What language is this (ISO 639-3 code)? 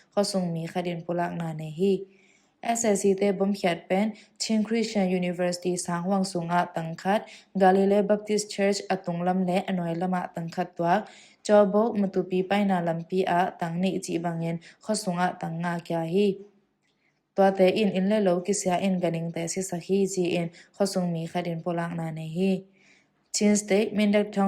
ctd